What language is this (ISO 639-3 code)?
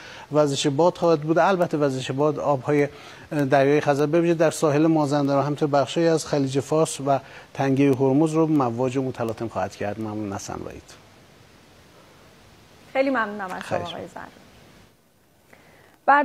fas